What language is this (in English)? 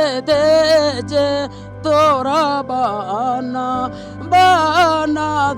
Sidamo